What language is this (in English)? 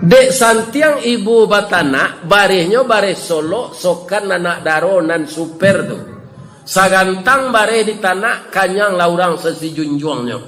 Minangkabau